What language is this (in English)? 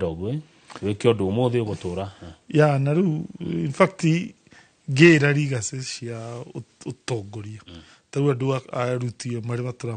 Kikuyu